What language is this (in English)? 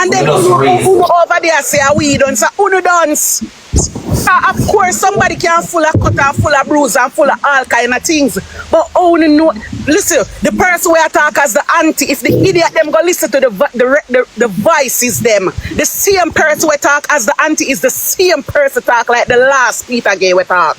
Jamaican Creole English